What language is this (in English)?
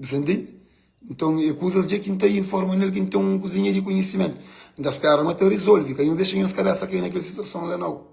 Kabuverdianu